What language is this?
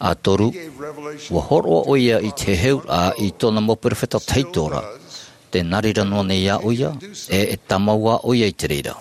Tahitian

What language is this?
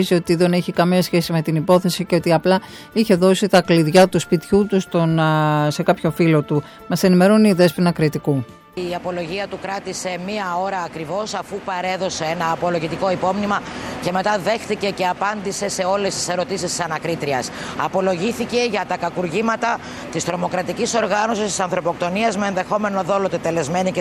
Greek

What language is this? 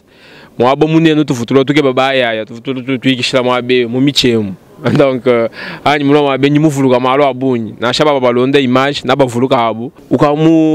Luba-Lulua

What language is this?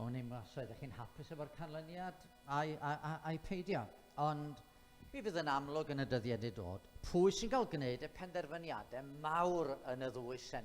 Welsh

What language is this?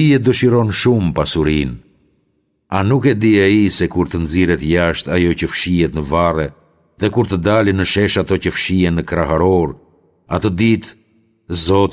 Albanian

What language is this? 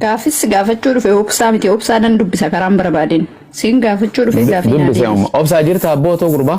Oromo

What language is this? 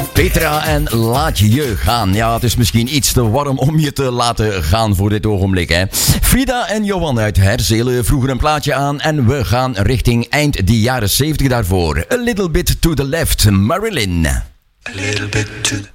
Dutch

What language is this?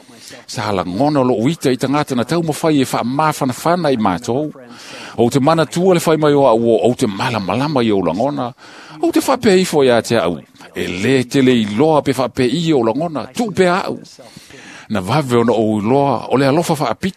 Samoan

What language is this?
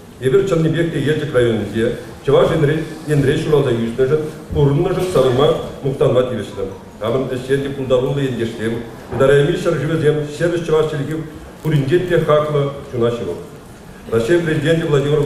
Chuvash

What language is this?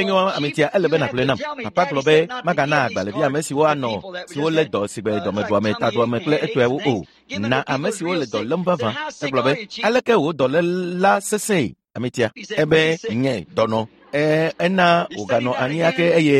Ewe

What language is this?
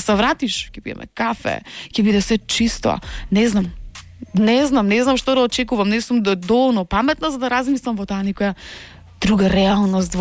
Macedonian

